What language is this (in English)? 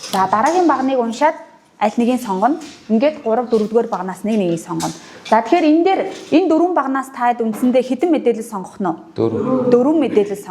Mongolian